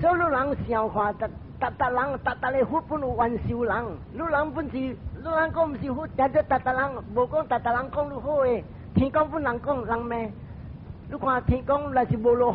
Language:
Min Nan Chinese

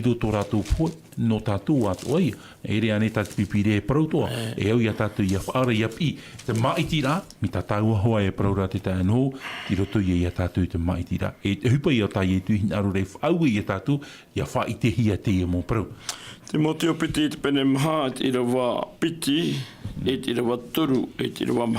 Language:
Tahitian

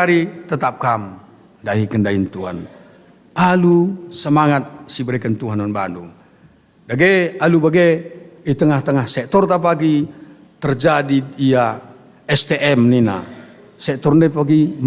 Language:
Batak Karo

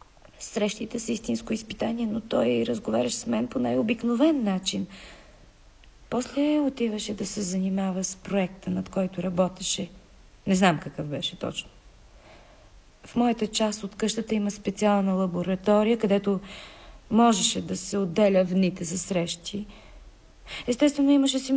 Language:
Bulgarian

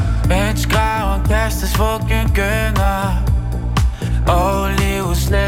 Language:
Danish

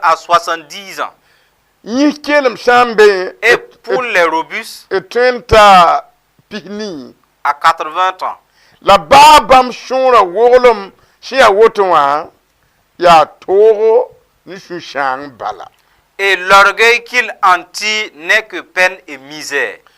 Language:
Mossi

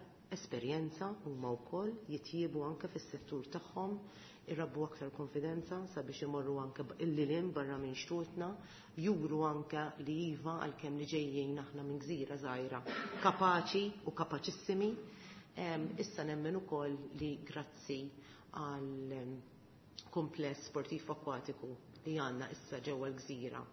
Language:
Maltese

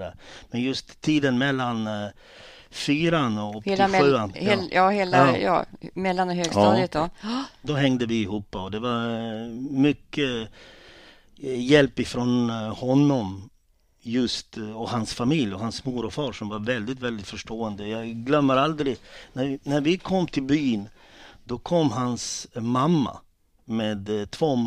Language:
Swedish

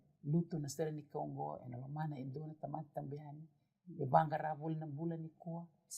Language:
Fijian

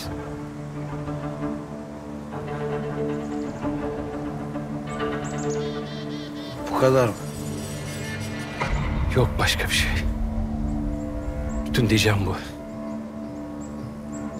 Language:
Turkish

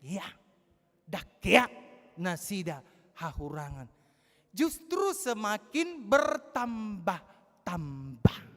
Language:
Batak Toba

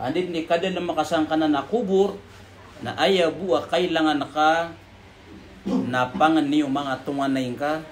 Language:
Maranao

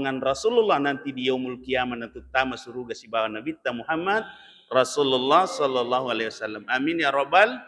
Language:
Buginese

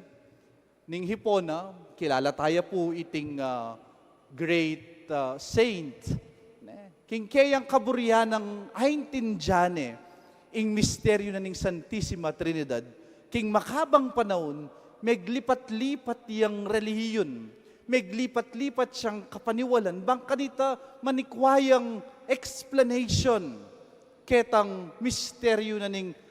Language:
Pampanga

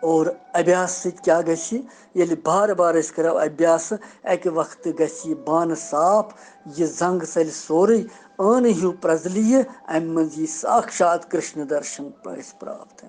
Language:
Kashmiri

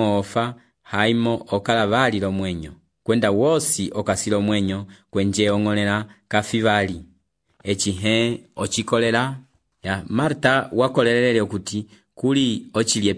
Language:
Umbundu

